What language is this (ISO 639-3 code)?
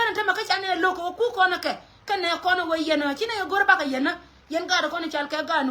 nus